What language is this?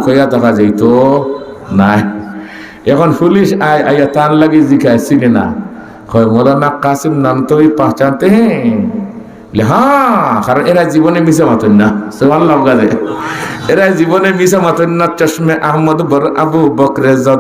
Sylheti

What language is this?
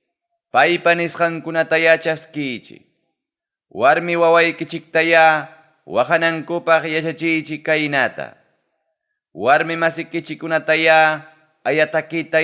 Ayacucho Quechua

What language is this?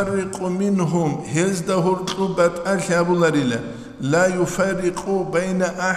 Avaric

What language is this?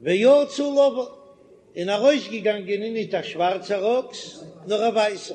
Yiddish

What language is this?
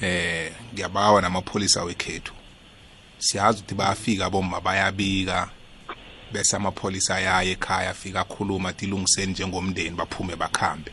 South Ndebele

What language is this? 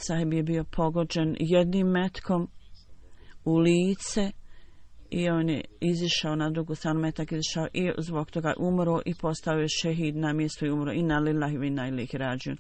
Bosnian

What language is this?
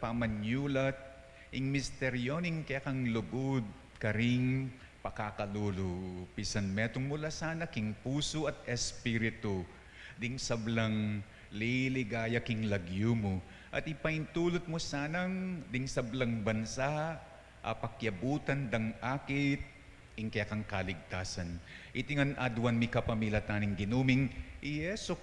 Pampanga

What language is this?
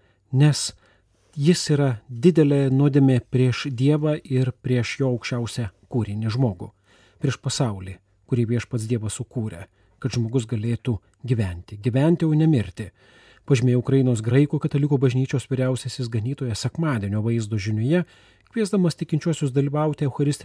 Lithuanian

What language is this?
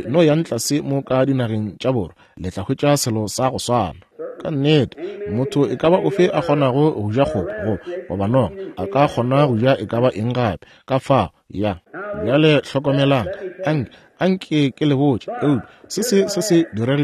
Northern Sotho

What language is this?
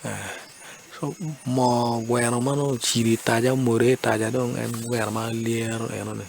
Acoli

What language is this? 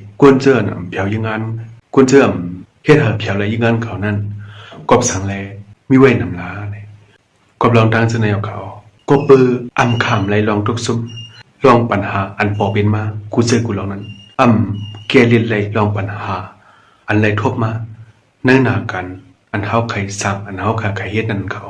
Shan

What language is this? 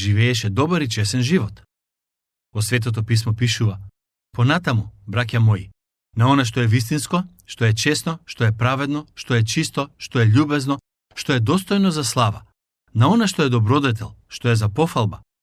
Macedonian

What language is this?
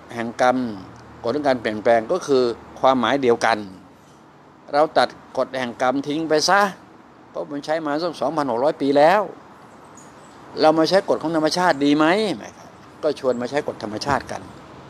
Thai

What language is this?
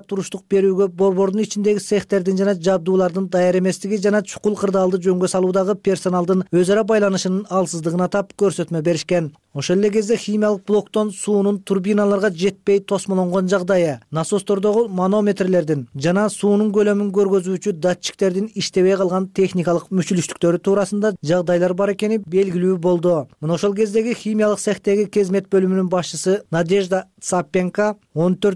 Kyrgyz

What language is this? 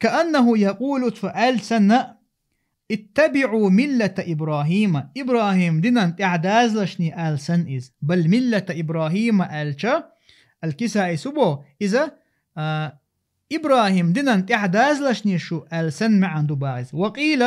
Chechen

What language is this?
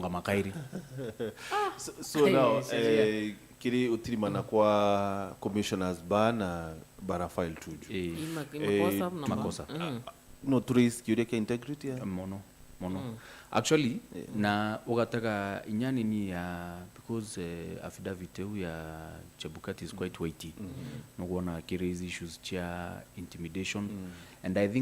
Meru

